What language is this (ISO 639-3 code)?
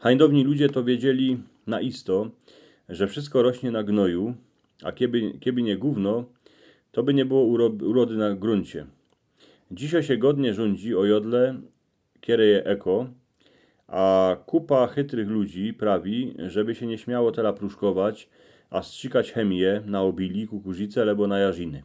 szl